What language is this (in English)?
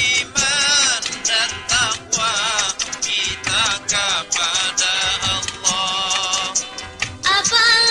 Banjar